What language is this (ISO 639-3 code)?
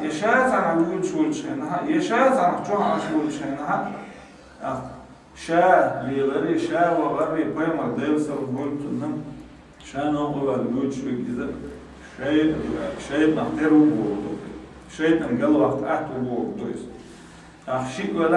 che